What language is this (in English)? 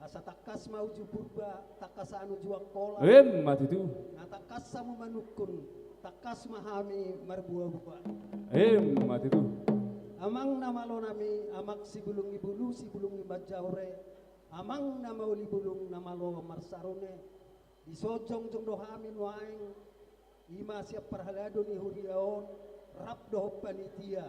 Batak Toba